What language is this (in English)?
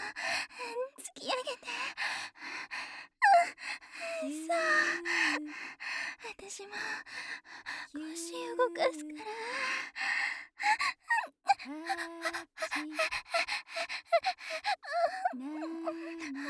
Japanese